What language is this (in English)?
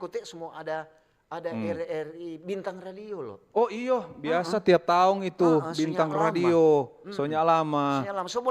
Manado Malay